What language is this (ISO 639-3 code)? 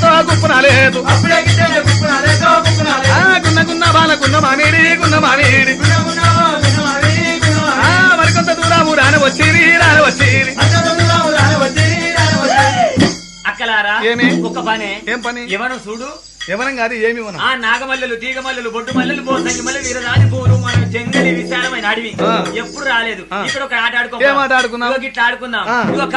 tel